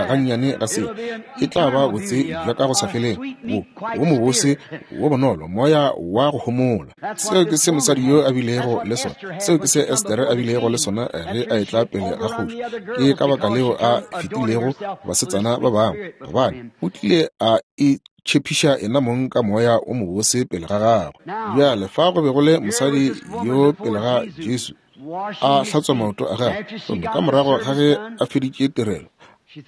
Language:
Northern Sotho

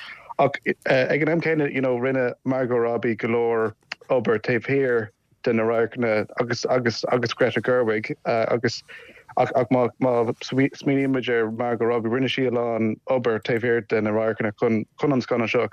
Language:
Irish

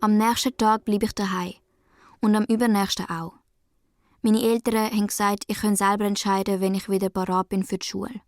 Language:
Swiss German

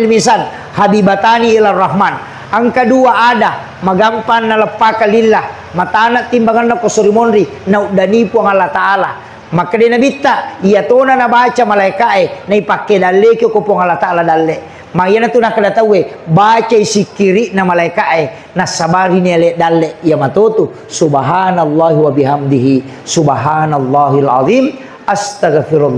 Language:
Buginese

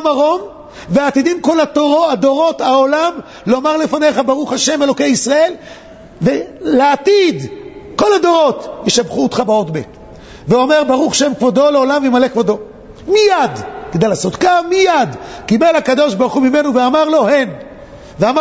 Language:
Hebrew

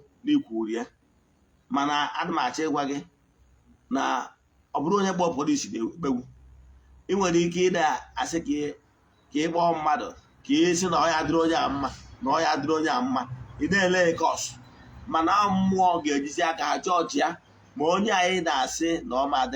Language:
Igbo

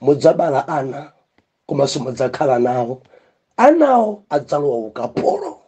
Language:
Nyanja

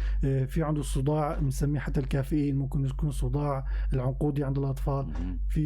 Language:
North Levantine Arabic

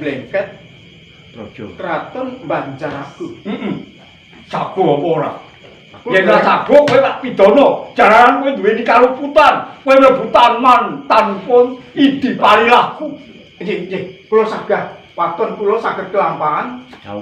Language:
Javanese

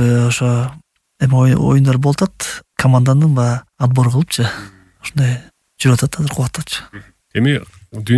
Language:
Kyrgyz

